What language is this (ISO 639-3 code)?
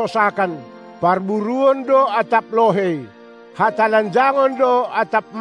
bts